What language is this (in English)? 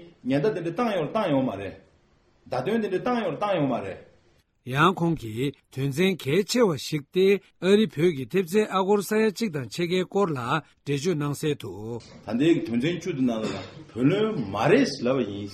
Tibetan